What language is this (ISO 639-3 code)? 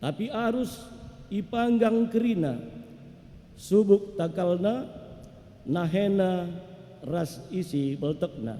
btx